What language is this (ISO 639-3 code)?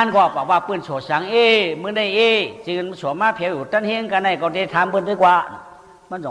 shn